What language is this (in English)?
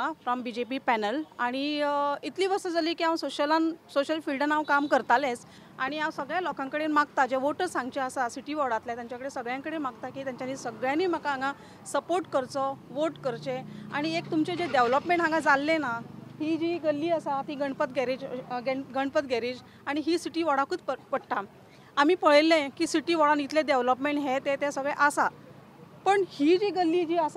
Konkani